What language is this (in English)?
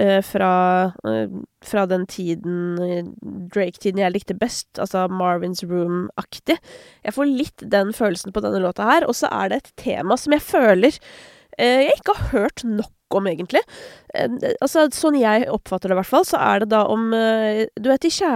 Norwegian